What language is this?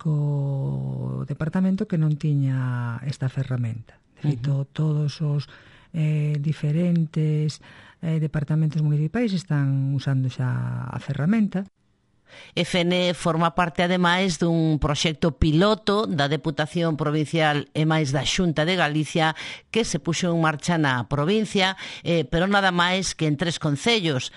Galician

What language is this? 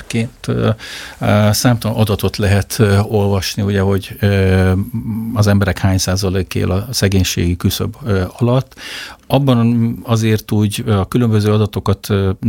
Hungarian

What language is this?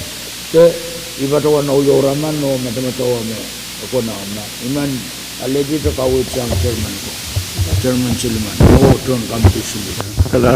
Pohnpeian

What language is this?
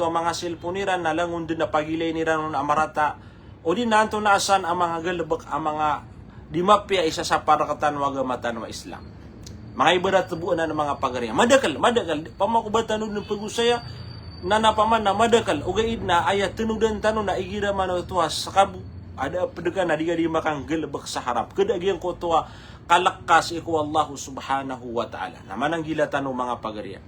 Maranao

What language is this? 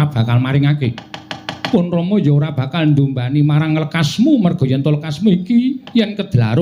Javanese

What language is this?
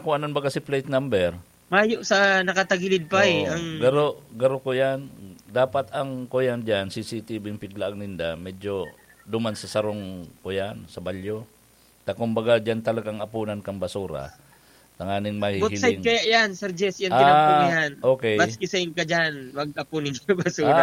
Bikol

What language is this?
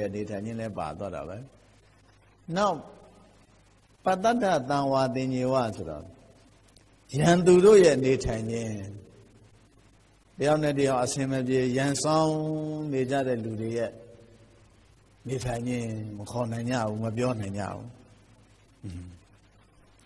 Burmese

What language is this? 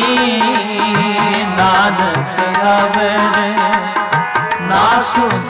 Punjabi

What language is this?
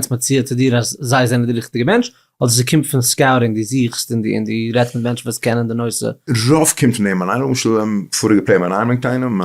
Yiddish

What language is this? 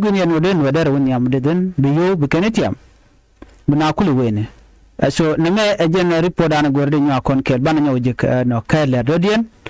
Nuer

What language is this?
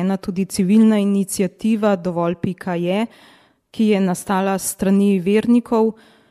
Slovenian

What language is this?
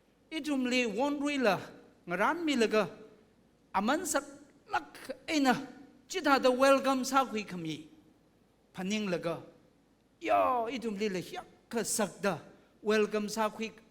Tangkhul Naga (India)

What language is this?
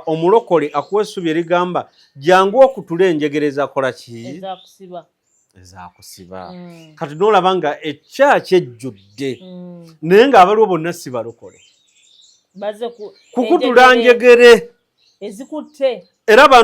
Ganda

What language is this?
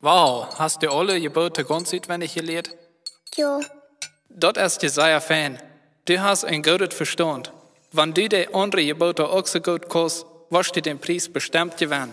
Plautdietsch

